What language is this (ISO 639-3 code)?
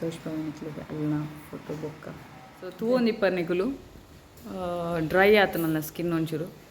tcy